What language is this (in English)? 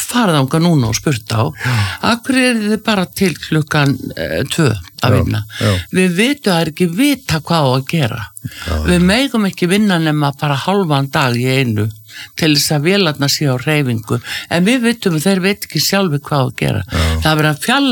Icelandic